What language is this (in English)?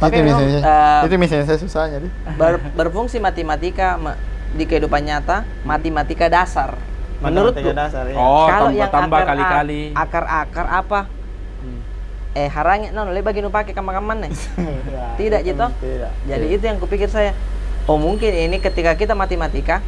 Makassar Malay